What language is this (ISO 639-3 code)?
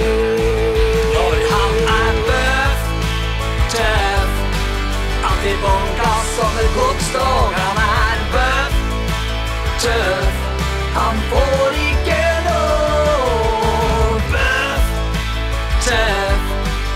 nor